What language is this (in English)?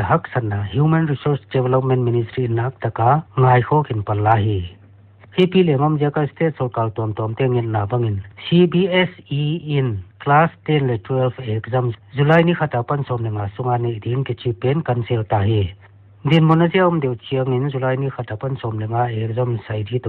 Paite Chin